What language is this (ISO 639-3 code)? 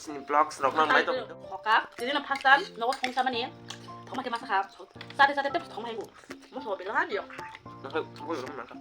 trp